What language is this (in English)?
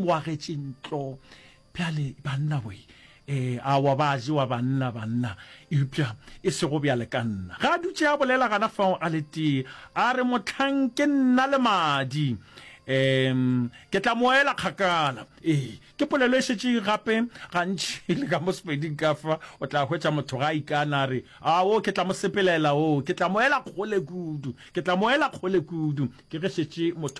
Northern Sotho